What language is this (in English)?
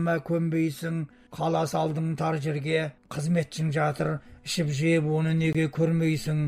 Kazakh